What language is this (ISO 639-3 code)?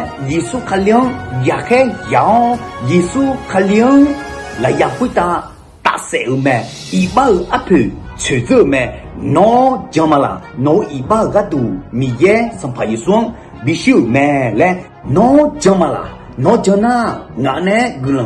ahk